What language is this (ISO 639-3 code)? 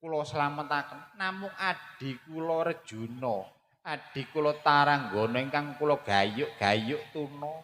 jav